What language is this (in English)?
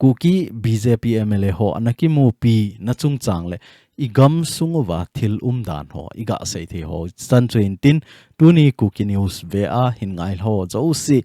Thado Chin